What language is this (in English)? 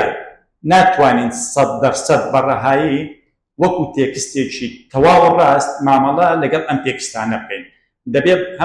Central Kurdish